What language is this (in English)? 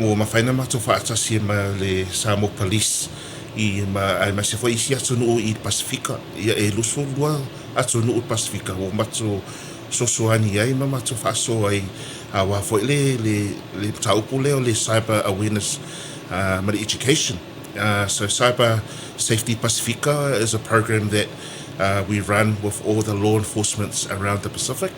Samoan